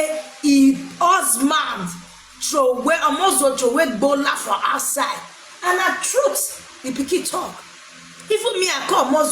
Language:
Nigerian Pidgin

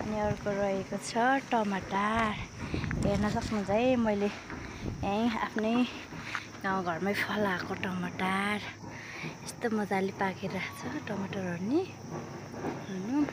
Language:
Nepali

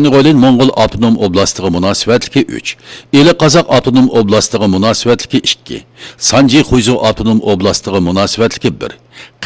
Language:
Uyghur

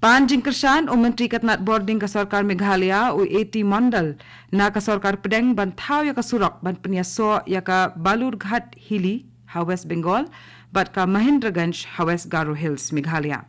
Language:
Khasi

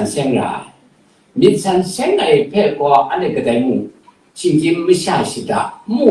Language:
Kachin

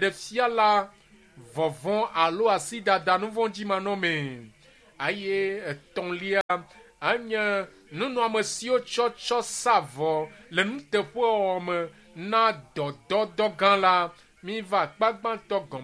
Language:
Ewe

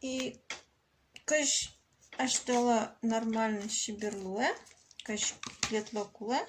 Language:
Udmurt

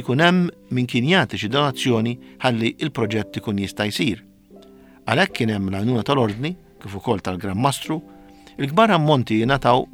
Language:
Maltese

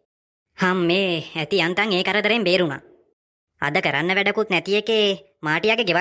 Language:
Sinhala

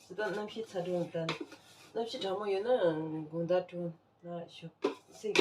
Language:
Tibetan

